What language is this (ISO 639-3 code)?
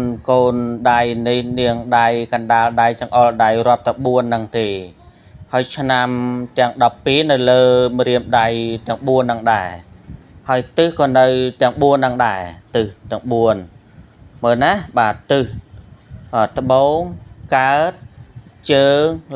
khm